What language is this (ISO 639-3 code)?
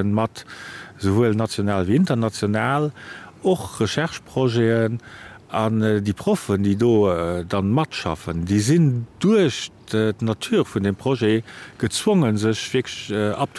ltz